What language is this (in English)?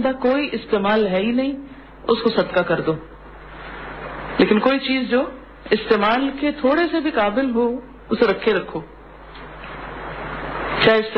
Urdu